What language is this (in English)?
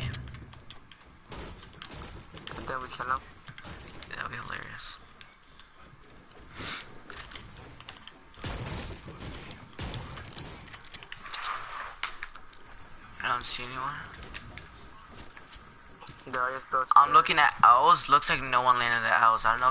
English